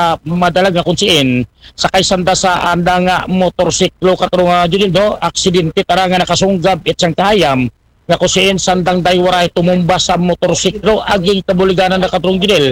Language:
Aklanon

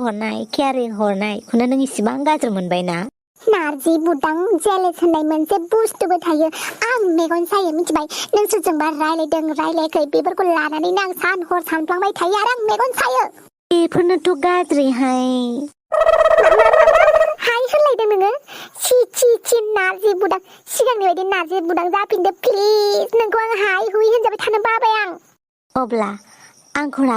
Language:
Bodo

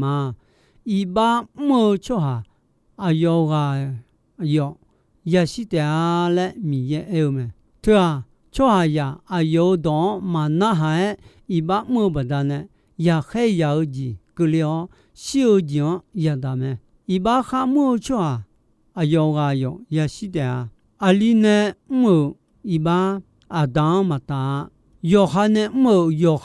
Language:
Akha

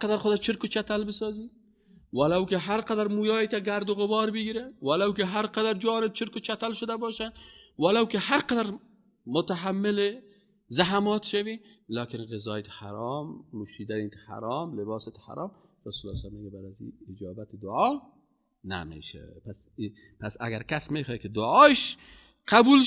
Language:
Persian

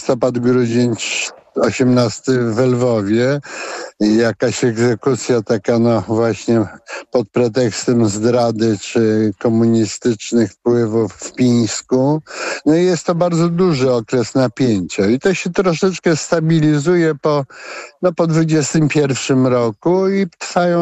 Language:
Polish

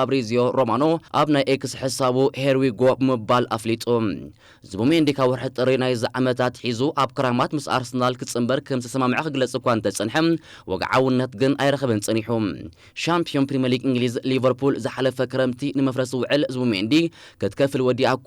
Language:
Tigrinya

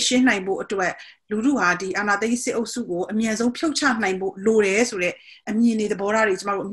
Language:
Burmese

